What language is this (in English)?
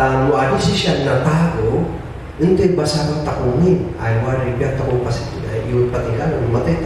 Kankanaey